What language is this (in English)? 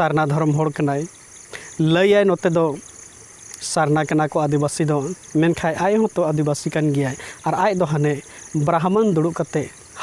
Santali